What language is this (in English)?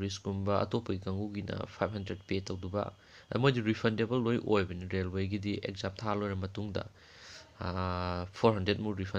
Manipuri